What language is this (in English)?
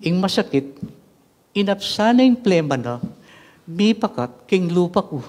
Pampanga